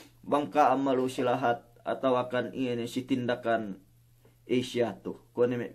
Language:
Yakan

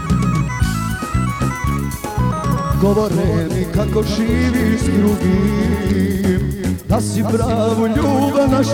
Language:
Croatian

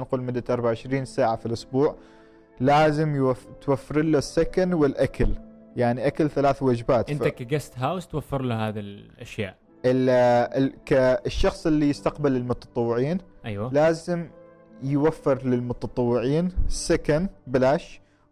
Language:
Gulf Arabic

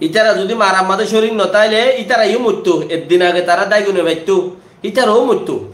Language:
Rohingya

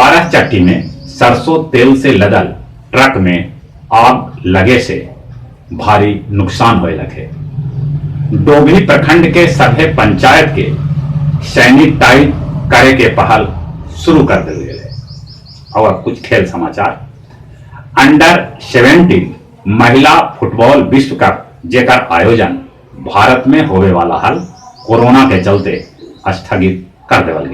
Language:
Magahi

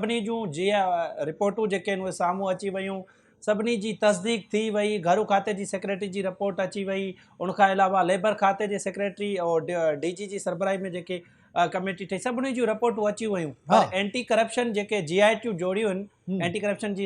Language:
Sindhi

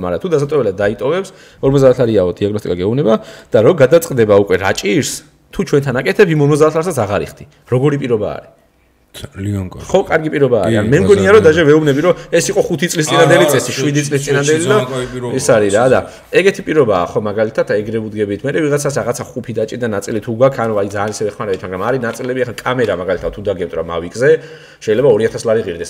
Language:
Georgian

